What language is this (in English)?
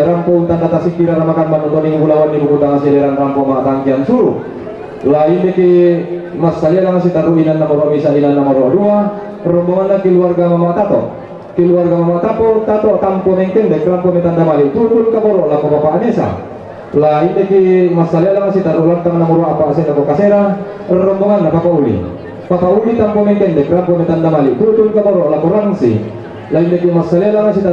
Toraja-Sa'dan